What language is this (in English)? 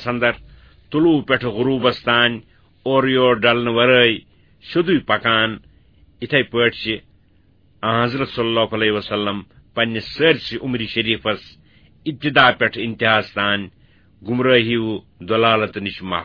Kashmiri